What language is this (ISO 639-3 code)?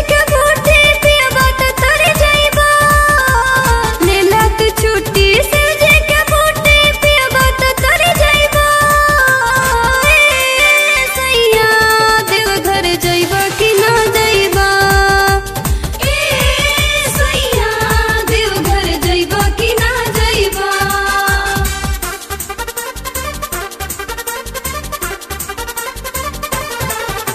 bho